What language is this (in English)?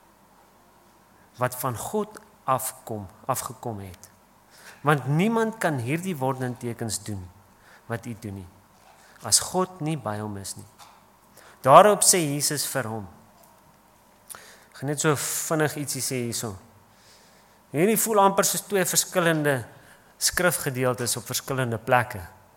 Afrikaans